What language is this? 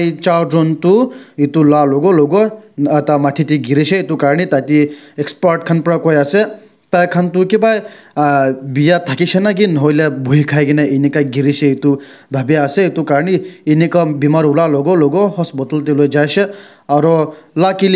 Naga Pidgin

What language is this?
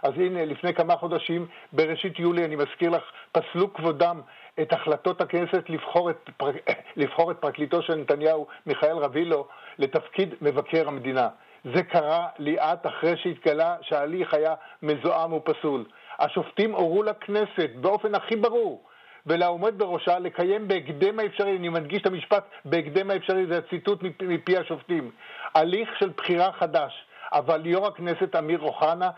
Hebrew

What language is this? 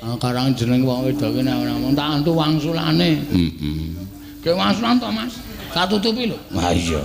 Javanese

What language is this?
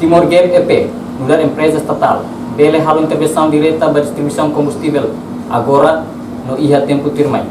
Tetum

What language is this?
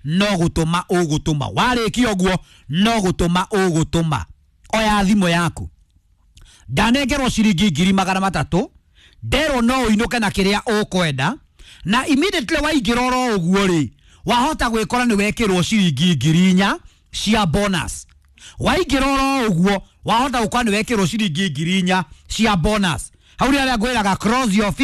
Kikuyu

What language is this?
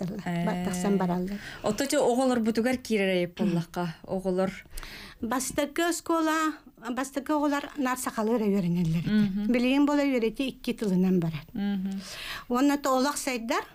Yakut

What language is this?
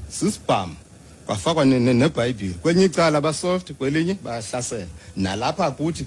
Xhosa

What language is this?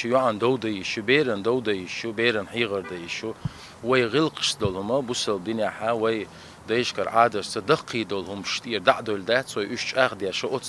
Chechen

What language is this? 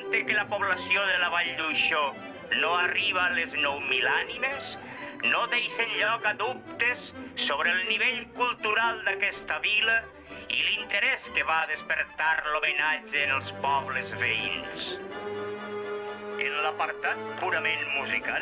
Catalan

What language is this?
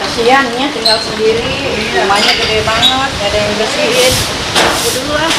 Betawi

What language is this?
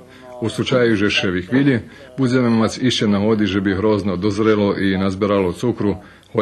Rusyn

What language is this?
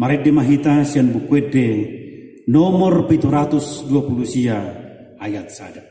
Batak Toba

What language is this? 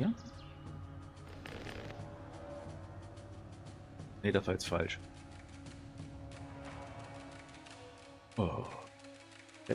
German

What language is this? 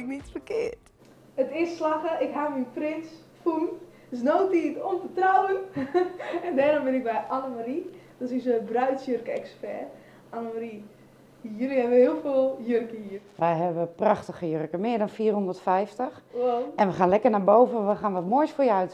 Western Frisian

